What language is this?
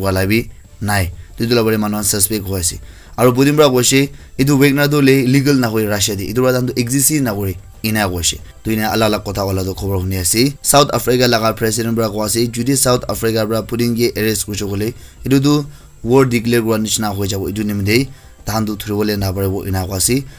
Naga Pidgin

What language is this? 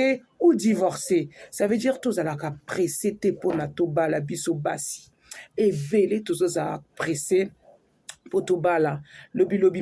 Lingala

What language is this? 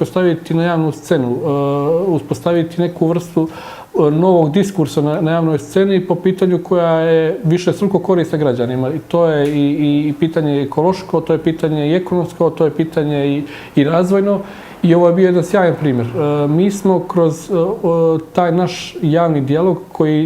Bosnian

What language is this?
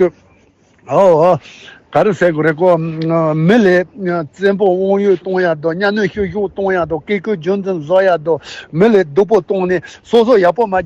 Tibetan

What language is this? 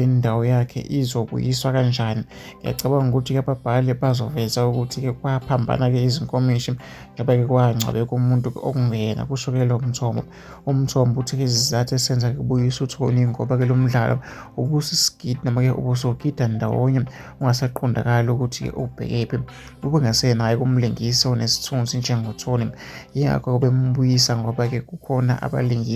Zulu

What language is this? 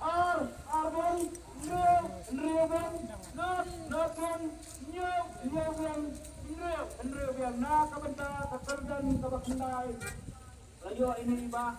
Khasi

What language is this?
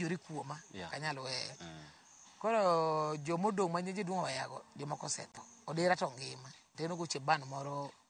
Luo (Kenya and Tanzania)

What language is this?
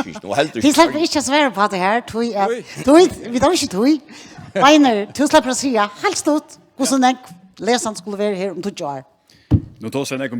Faroese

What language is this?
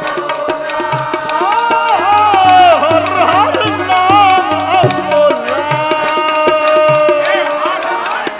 Punjabi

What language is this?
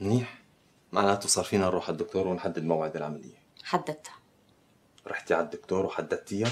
North Levantine Arabic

